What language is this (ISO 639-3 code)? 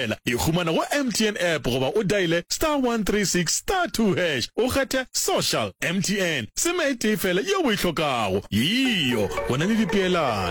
nso